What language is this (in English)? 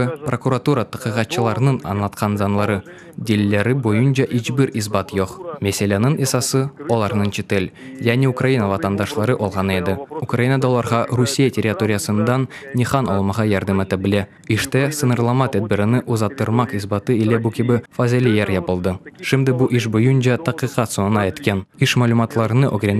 Crimean Tatar